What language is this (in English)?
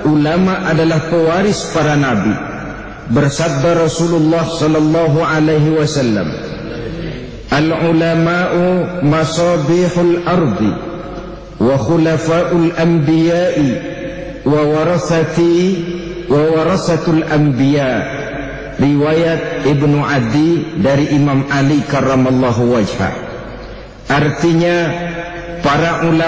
Indonesian